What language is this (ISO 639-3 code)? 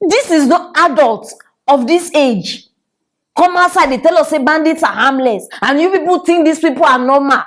pcm